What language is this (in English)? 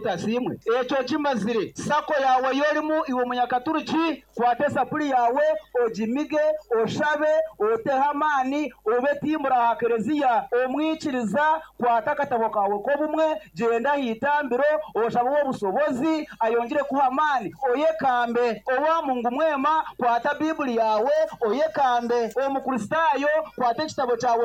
Nyankole